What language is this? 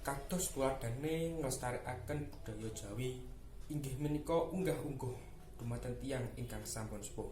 Javanese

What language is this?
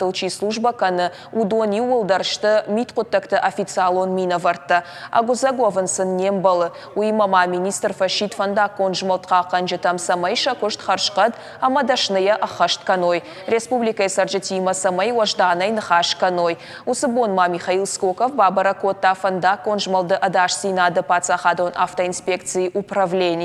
Ossetic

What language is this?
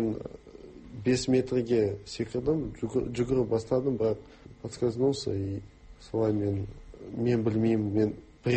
Kazakh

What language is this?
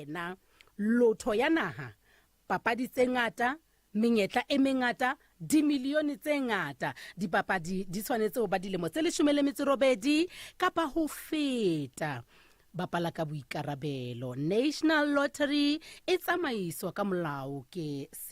Southern Sotho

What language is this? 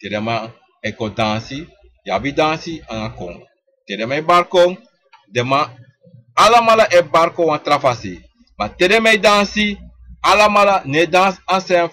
Sranan Tongo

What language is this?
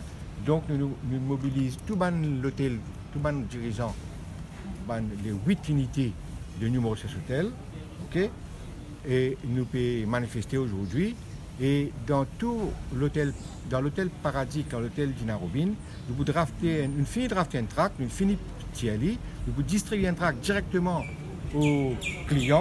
Morisyen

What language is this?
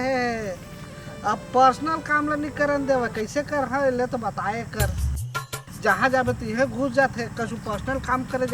Chhattisgarhi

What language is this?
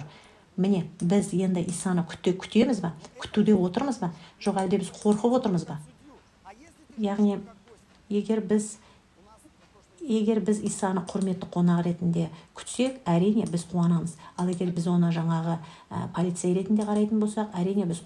Kazakh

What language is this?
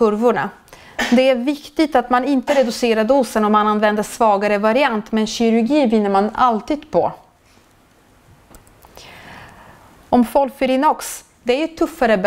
Swedish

